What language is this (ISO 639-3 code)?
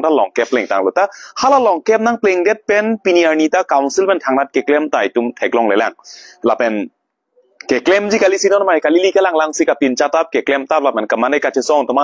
mjw